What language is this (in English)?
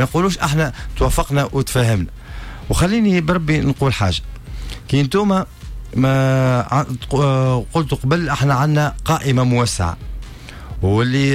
Tunisian Arabic